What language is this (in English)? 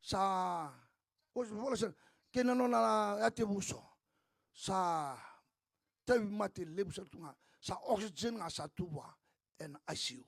Fijian